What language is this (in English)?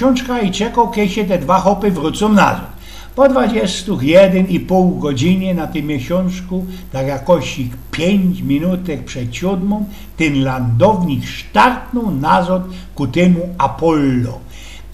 Silesian